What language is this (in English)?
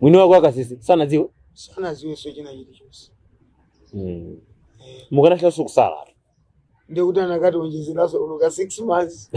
Nyanja